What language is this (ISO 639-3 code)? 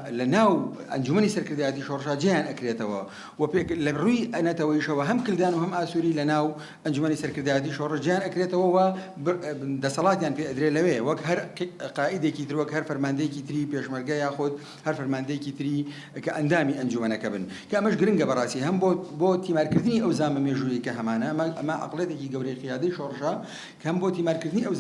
ckb